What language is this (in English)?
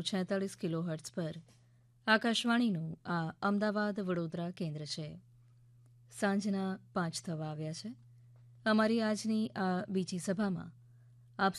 Gujarati